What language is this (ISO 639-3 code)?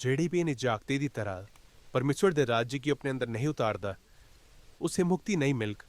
doi